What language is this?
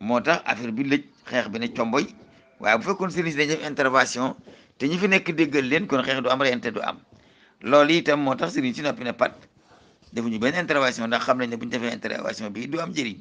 Wolof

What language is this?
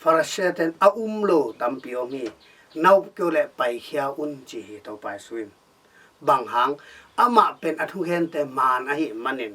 Tedim Chin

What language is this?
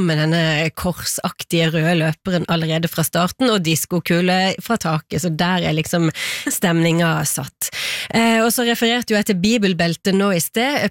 Norwegian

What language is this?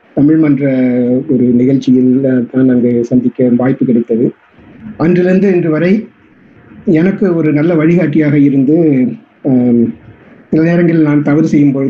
Tamil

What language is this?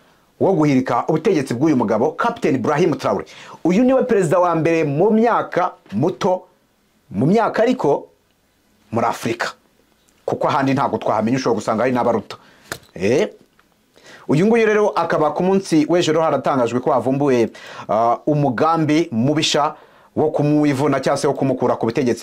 Kinyarwanda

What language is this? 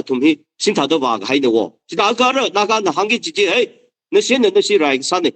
Tangkhul Naga (India)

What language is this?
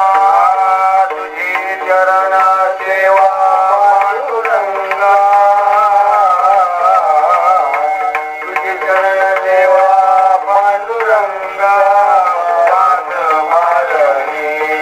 Marathi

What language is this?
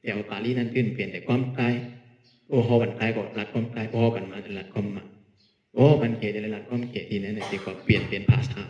Shan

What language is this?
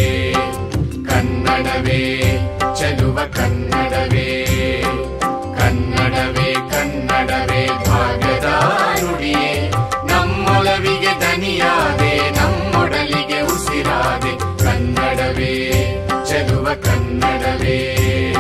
Kannada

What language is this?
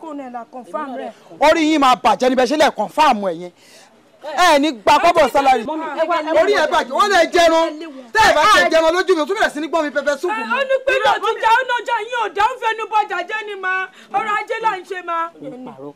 Yoruba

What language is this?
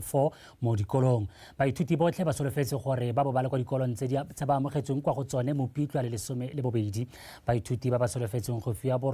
Tswana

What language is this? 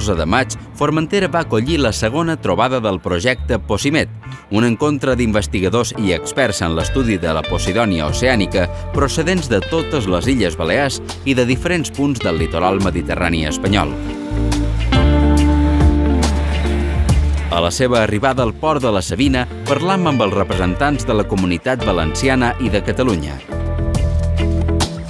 Catalan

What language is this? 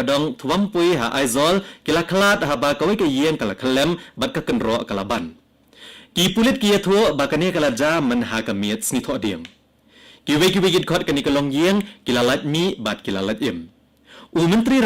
Khasi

